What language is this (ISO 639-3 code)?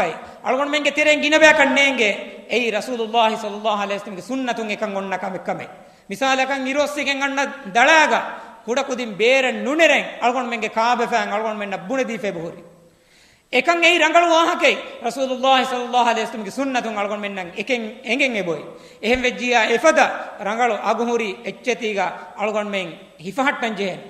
div